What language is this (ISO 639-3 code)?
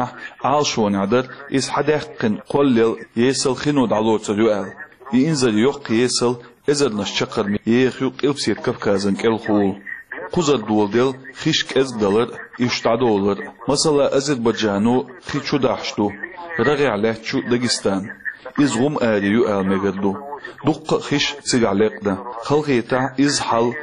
che